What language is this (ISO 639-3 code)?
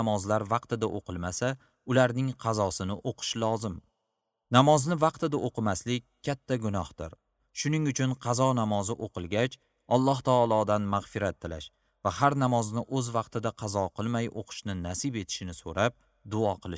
uzb